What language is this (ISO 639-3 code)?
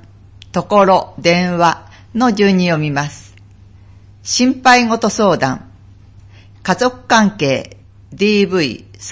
jpn